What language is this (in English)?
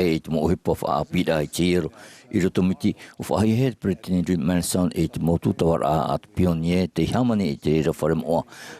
Tahitian